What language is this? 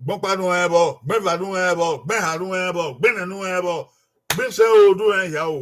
Bini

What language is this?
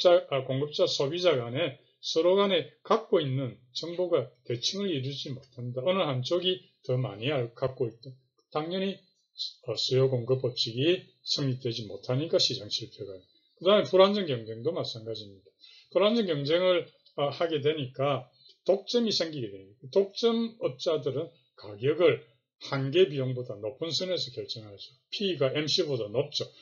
Korean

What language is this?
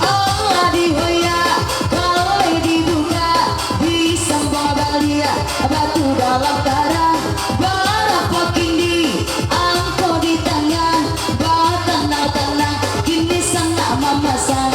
Minangkabau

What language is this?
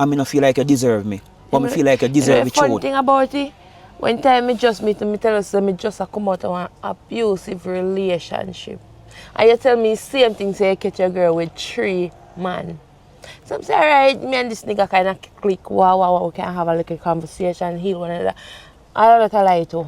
Jamaican Creole English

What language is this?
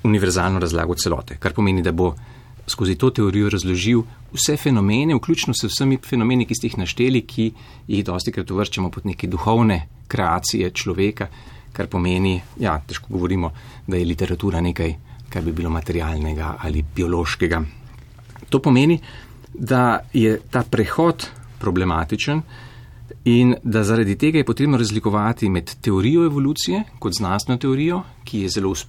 Slovenian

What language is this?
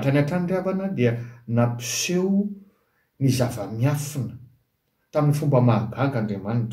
Malagasy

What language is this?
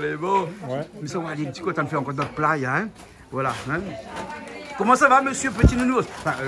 Réunion Creole French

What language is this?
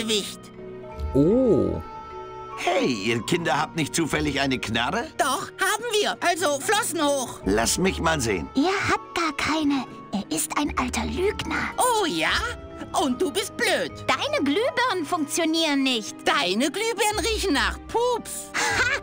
German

